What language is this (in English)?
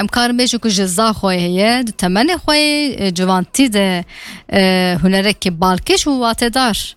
Kurdish